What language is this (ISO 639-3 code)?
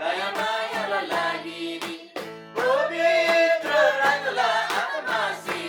taj